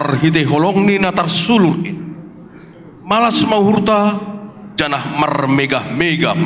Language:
Batak Simalungun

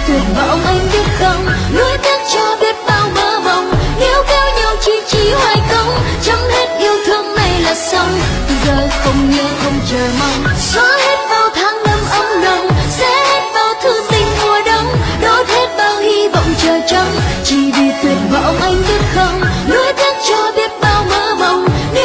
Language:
Vietnamese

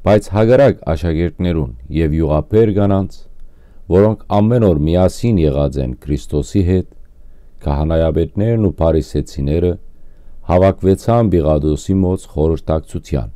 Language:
Western Armenian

